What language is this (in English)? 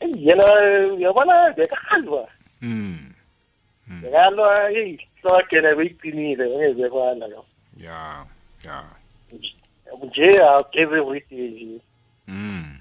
South Ndebele